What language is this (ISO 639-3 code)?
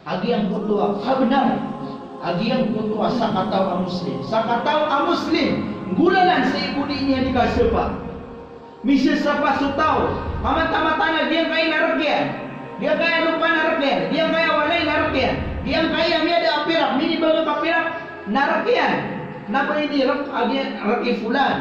mrw